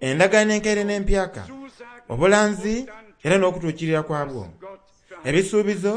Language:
Soga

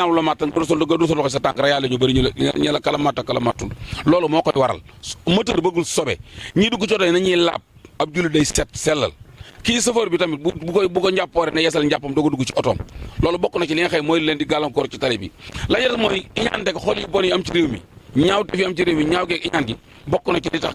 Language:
Wolof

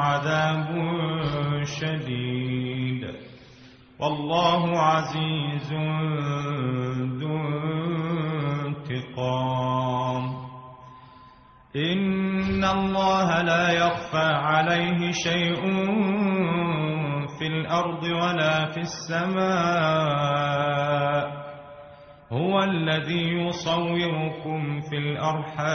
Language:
Arabic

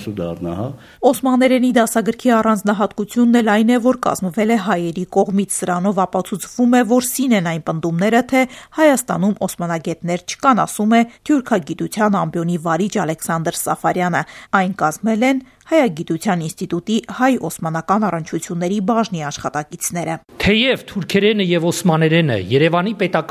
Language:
Armenian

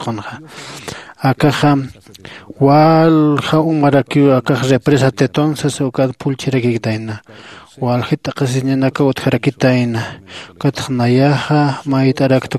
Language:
Aymara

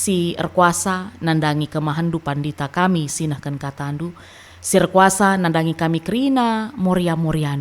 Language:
Batak Karo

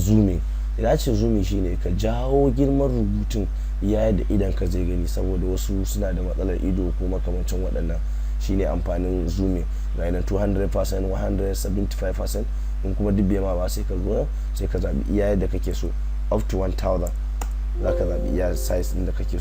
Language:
Hausa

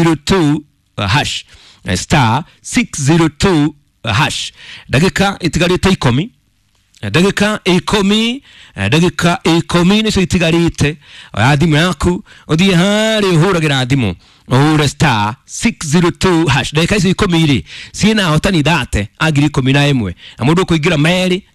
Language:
Kikuyu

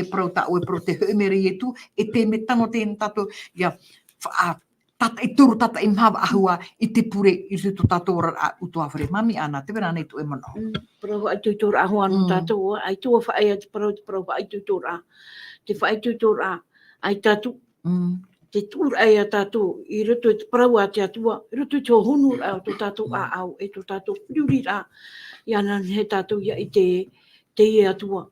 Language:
Tahitian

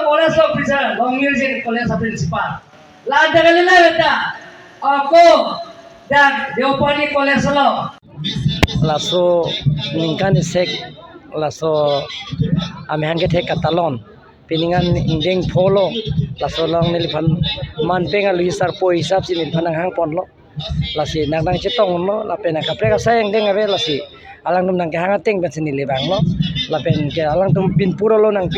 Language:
Karbi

